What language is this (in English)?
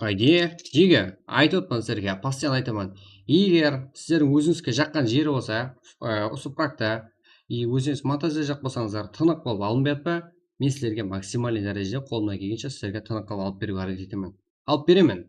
Kara-Kalpak